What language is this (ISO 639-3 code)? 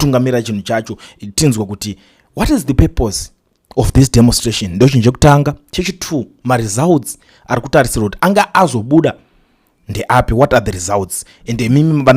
sna